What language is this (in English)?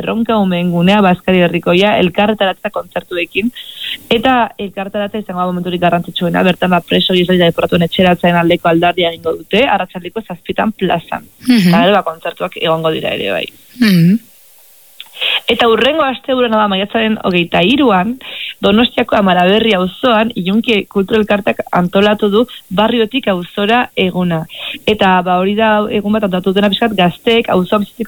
Basque